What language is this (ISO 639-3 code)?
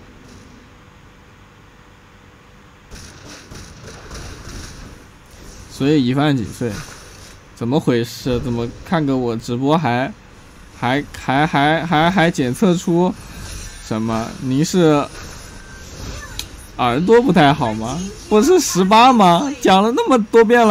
zho